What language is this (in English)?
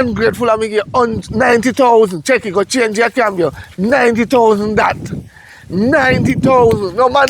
Jamaican Creole English